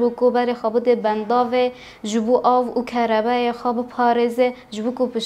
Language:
Kurdish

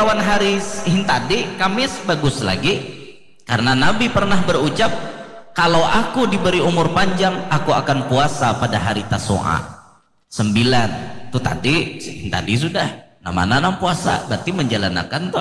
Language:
Banjar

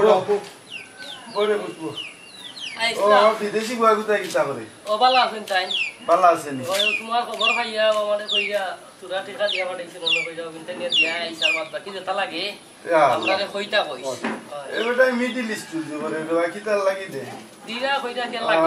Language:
Sylheti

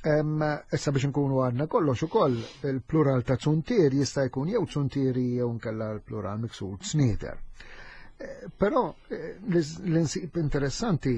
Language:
Maltese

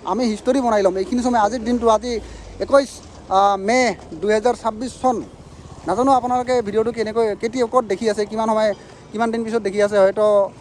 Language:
Assamese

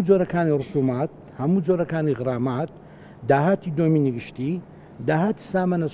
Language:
Central Kurdish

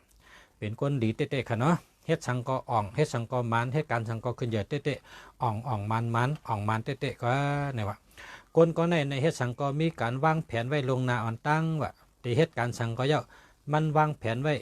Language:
Shan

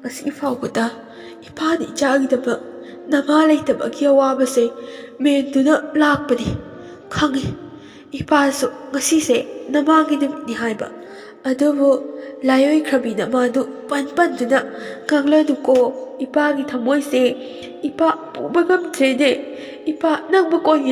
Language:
Manipuri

